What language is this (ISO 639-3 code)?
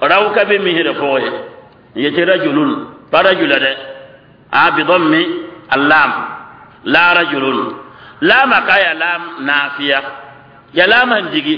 mos